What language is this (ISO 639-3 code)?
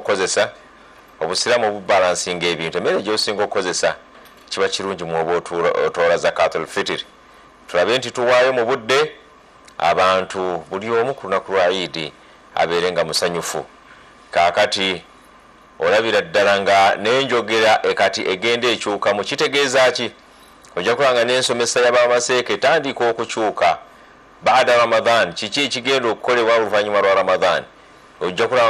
lug